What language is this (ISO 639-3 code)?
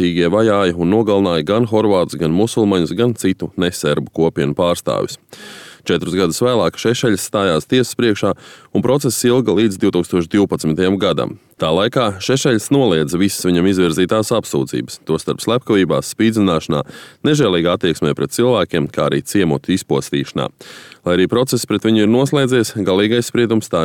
lav